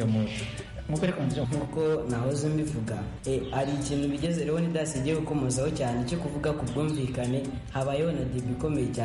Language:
Kinyarwanda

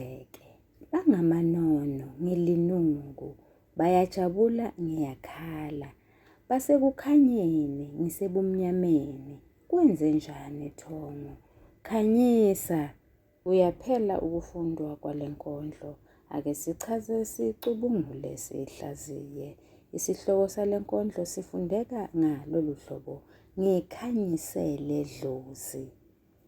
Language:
Zulu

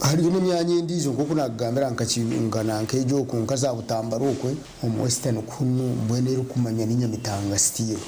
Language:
Nyankole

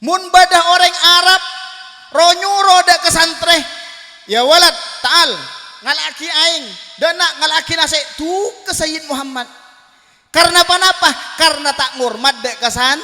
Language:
Madurese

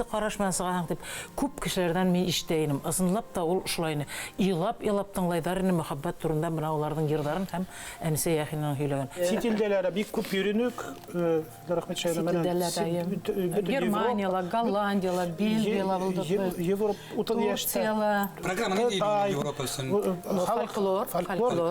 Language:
Bashkir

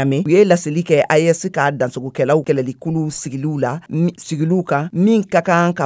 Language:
Bambara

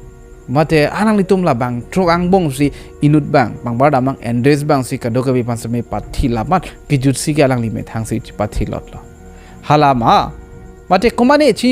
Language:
Karbi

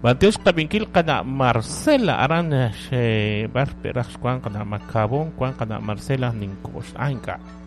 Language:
Kekchí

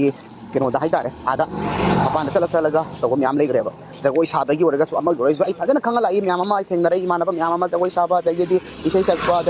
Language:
Manipuri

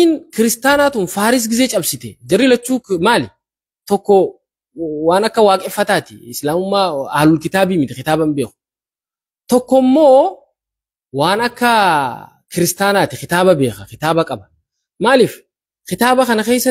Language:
Oromo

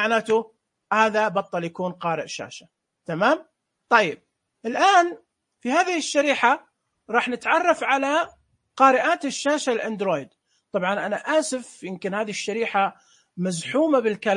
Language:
Najdi Arabic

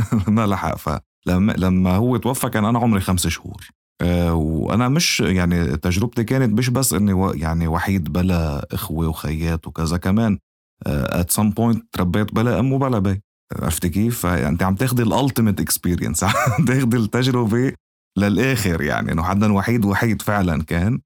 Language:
North Levantine Arabic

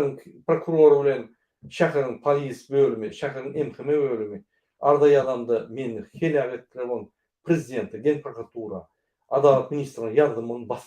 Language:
Turkmen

